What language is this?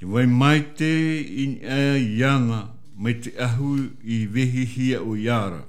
Tahitian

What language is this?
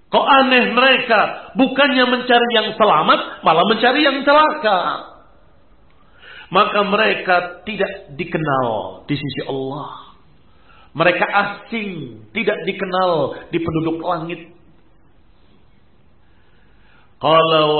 Indonesian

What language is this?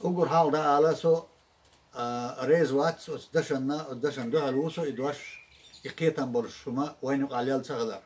Chechen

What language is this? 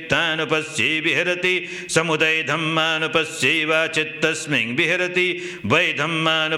Pali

